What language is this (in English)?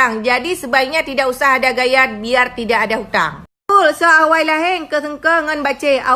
Achinese